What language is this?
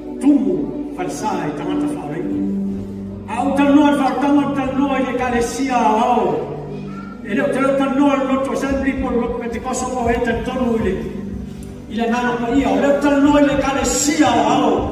Samoan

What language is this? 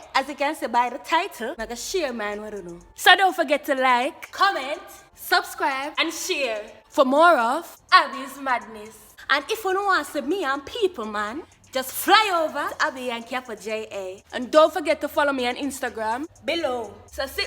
Jamaican Creole English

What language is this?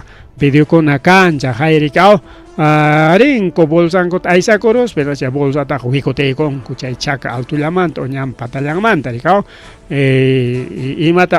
Ayacucho Quechua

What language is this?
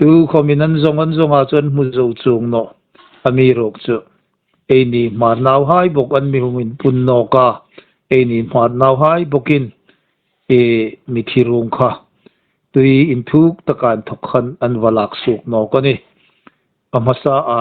Hmar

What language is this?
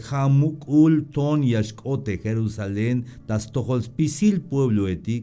Tzeltal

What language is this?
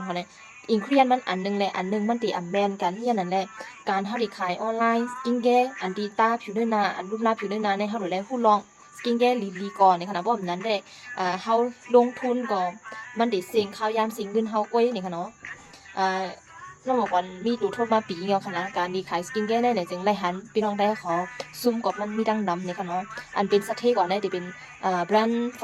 Shan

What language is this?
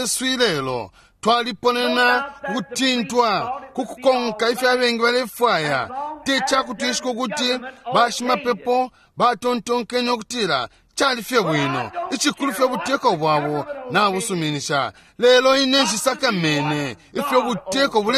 Bemba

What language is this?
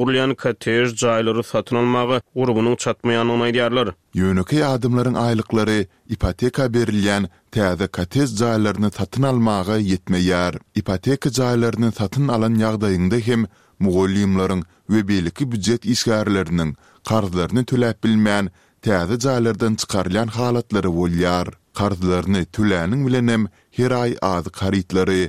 Turkmen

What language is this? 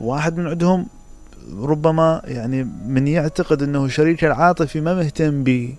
Mesopotamian Arabic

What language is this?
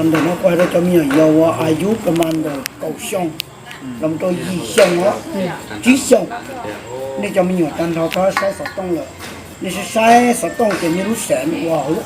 Hmong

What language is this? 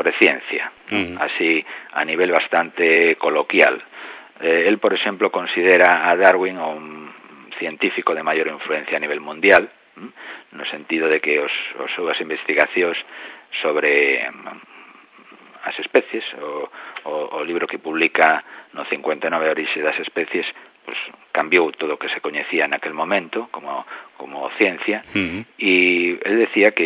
Galician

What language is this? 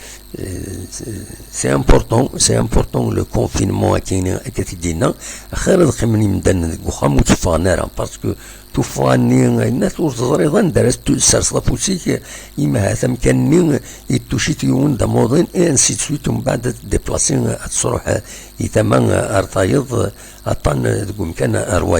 Kabyle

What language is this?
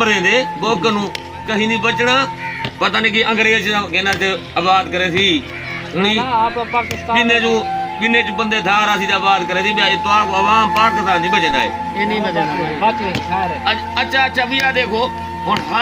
Saraiki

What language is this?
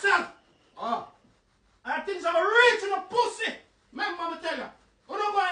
Jamaican Creole English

